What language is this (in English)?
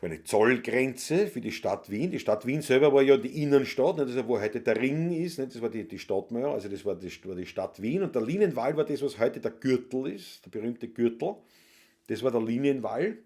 Bavarian